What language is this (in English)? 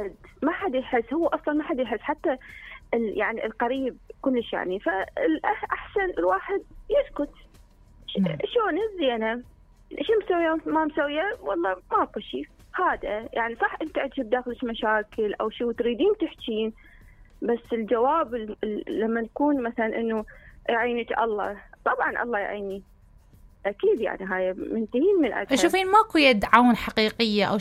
Mesopotamian Arabic